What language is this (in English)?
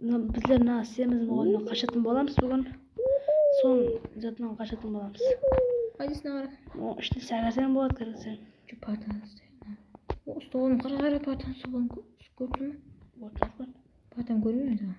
Kara-Kalpak